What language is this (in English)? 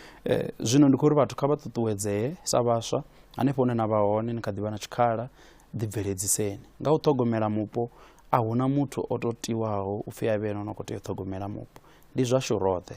Venda